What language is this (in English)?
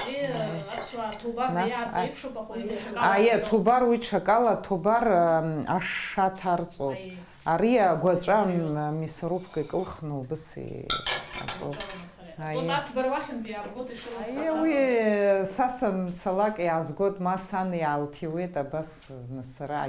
Abkhazian